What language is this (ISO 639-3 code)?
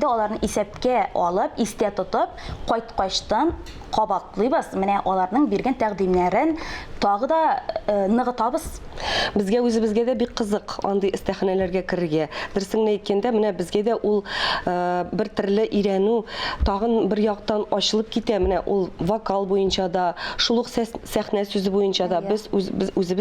tat